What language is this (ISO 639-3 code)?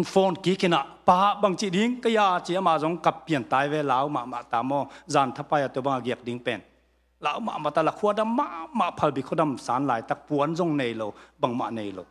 ctd